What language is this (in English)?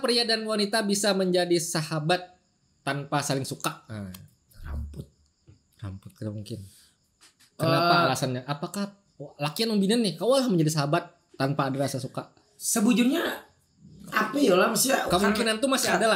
Banjar